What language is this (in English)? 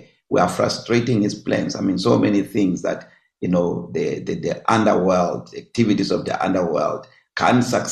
English